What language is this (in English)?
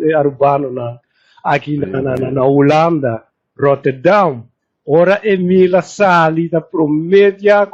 Papiamento